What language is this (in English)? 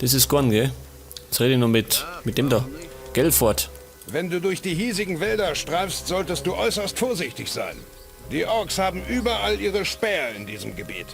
Bavarian